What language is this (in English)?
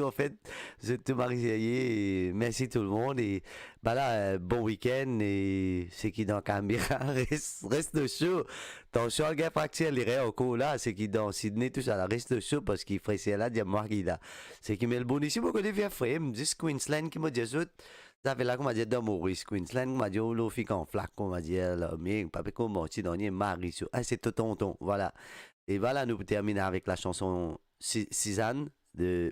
Morisyen